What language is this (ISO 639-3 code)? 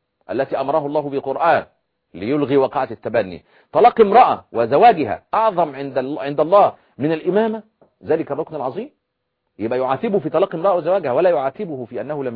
ara